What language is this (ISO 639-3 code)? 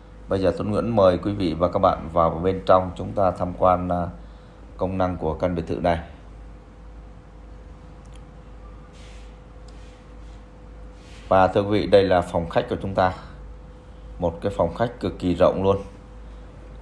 vie